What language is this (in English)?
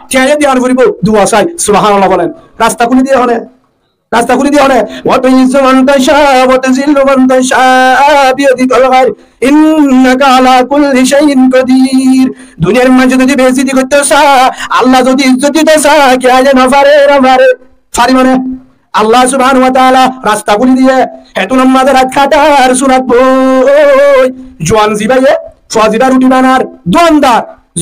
Rohingya